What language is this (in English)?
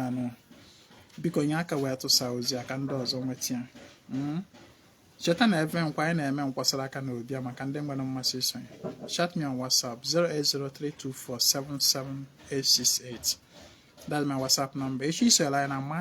Igbo